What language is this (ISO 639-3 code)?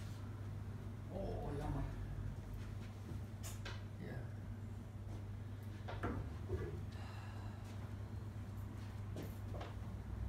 nld